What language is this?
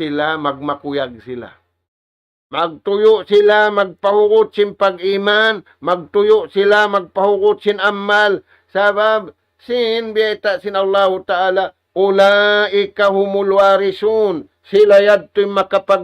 Tausug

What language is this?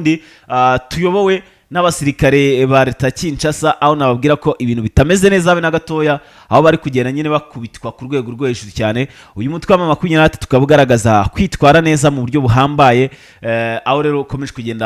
Kinyarwanda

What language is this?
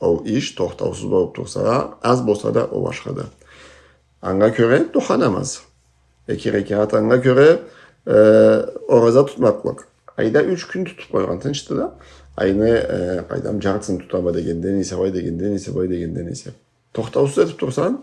Karachay-Balkar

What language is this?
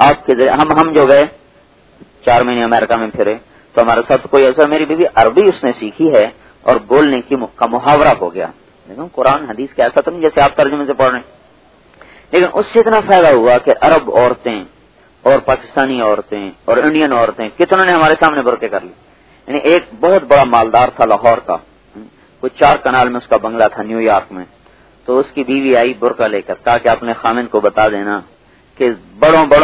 Urdu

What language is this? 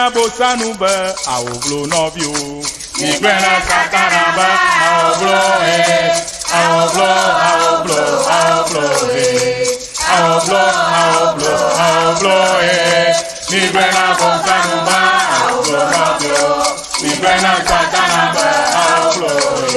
Ewe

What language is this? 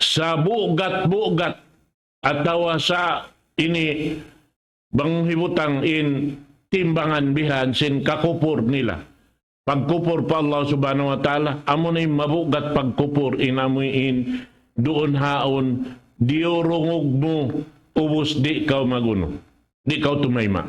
Tausug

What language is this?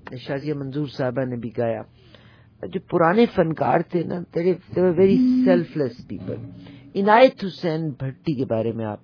Urdu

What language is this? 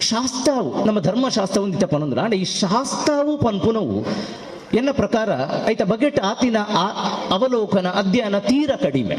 Tulu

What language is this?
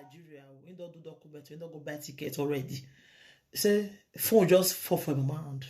Nigerian Pidgin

